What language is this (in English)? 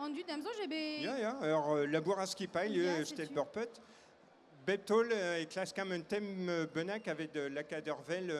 Breton